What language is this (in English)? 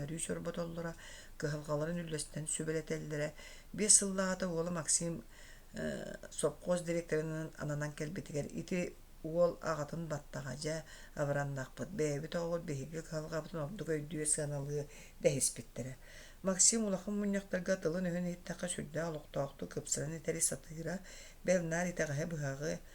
Yakut